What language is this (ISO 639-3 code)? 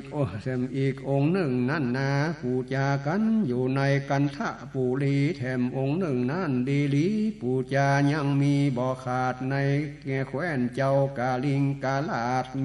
nod